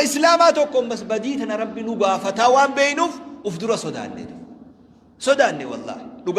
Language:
Oromo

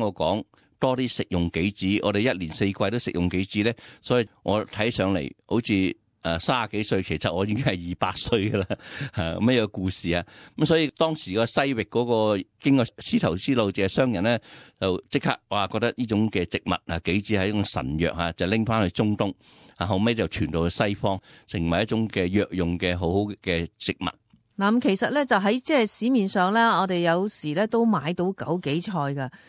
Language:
Cantonese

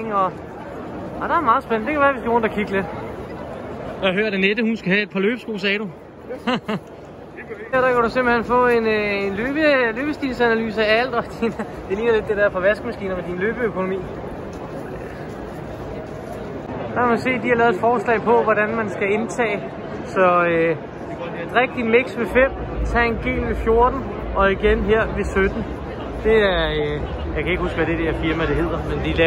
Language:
Danish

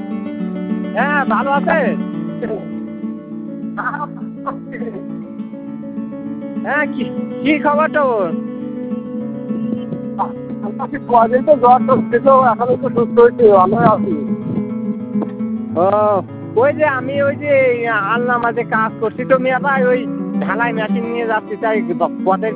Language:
Bangla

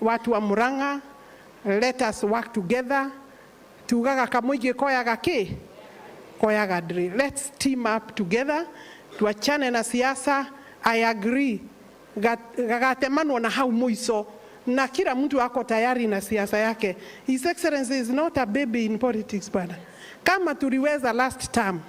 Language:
Meru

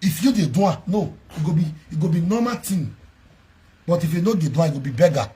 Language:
Nigerian Pidgin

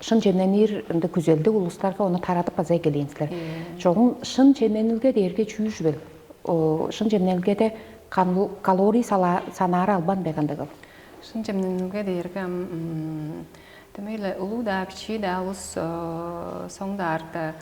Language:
Tuvinian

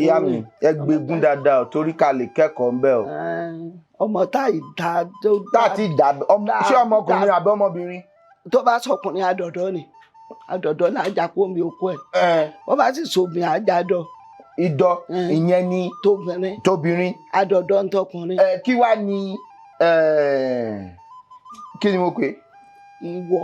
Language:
Yoruba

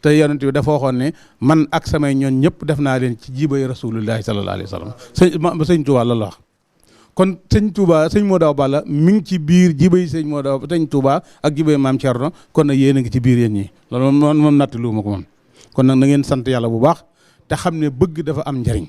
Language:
Wolof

